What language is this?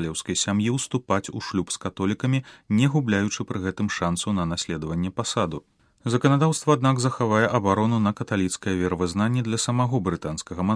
Belarusian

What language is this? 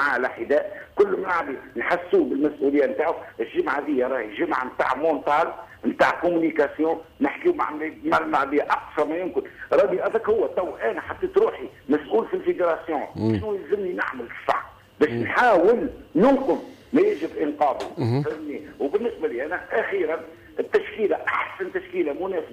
Tunisian Arabic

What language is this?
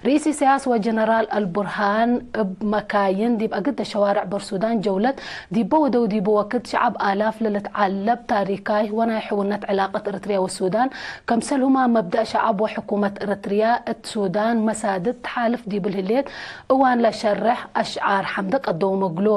Tigre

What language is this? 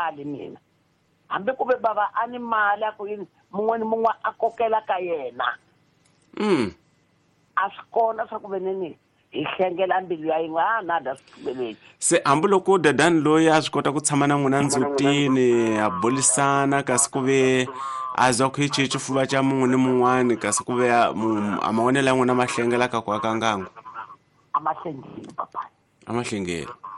Tsonga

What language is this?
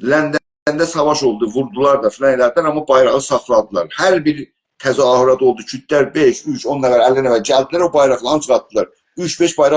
South Azerbaijani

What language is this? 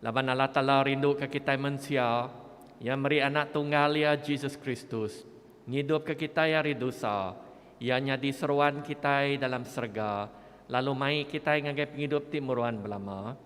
Iban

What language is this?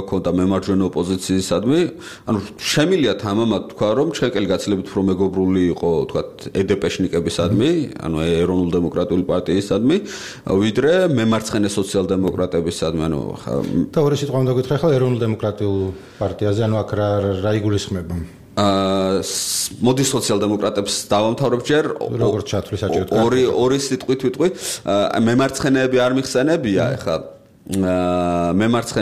Georgian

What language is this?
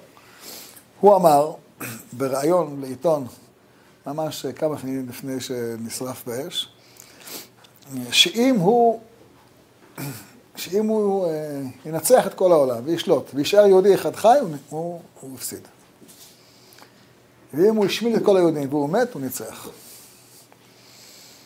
Hebrew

